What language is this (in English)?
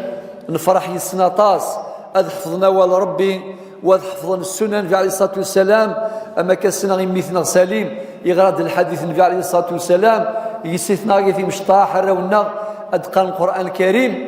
Kabyle